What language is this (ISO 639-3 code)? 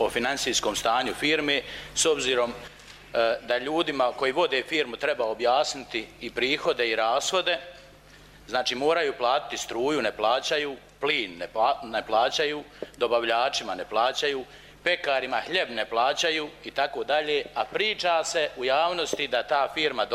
bos